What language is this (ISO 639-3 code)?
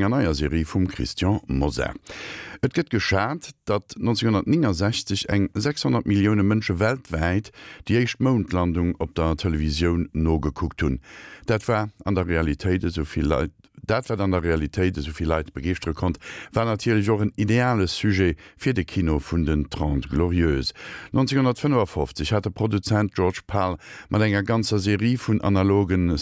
ltz